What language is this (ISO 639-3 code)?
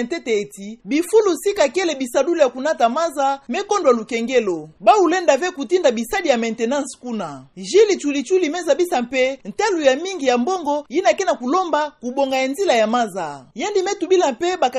ktu